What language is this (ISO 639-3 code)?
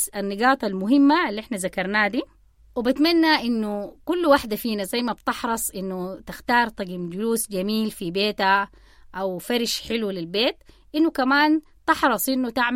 apd